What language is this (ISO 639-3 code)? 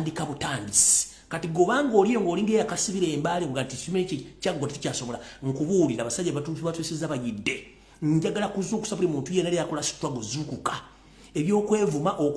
lug